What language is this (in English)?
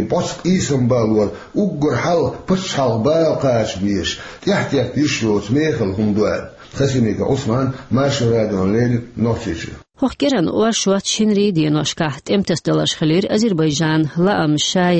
Chechen